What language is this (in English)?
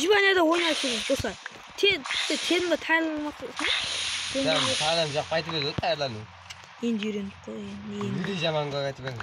Kara-Kalpak